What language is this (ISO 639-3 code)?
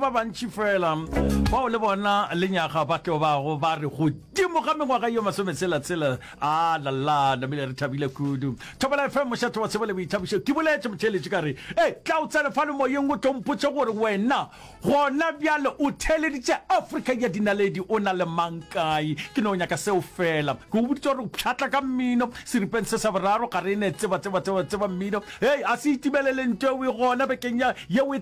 nso